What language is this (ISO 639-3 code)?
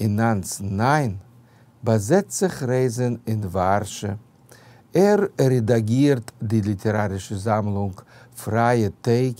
yid